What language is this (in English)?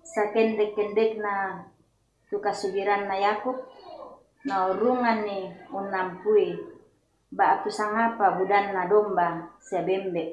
Toraja-Sa'dan